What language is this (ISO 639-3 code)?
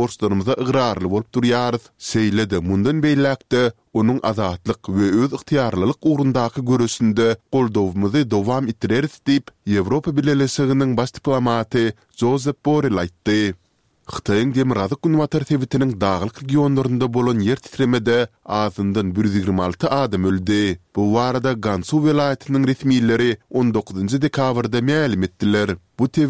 tuk